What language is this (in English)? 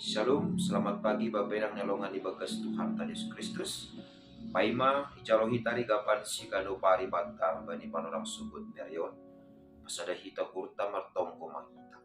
Batak Simalungun